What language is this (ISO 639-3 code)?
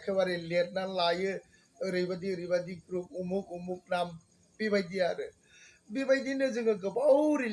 brx